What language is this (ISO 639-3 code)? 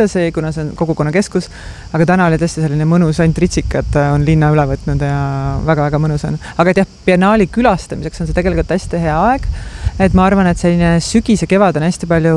est